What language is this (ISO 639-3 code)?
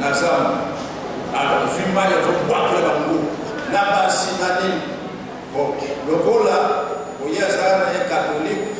lin